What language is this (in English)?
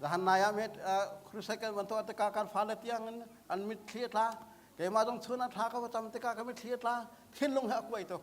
Hakha Chin